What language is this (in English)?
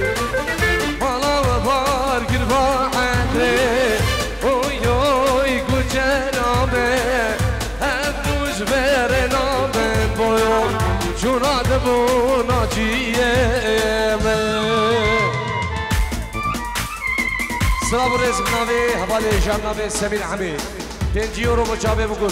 Persian